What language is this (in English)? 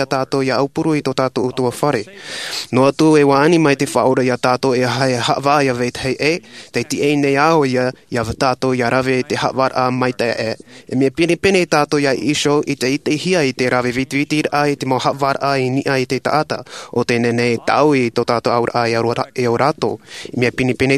Tahitian